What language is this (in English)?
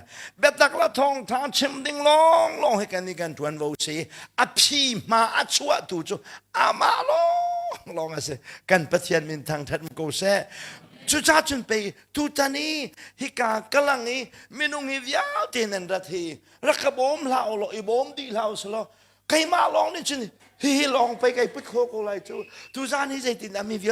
Hakha Chin